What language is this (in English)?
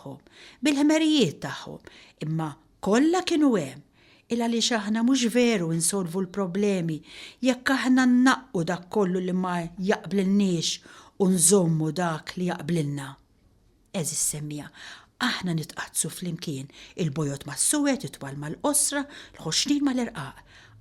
Maltese